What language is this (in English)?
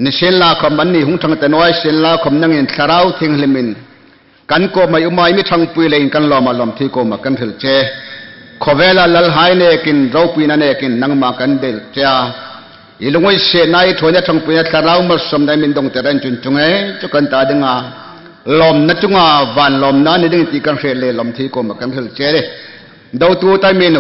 Hmar